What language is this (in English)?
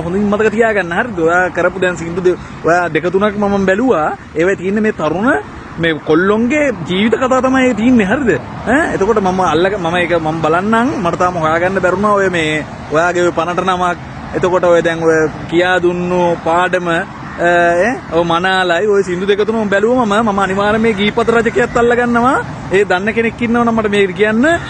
Sinhala